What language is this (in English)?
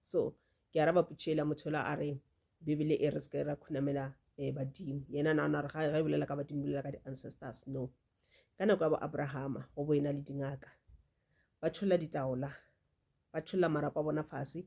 Northern Sotho